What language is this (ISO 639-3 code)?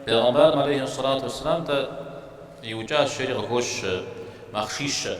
kbd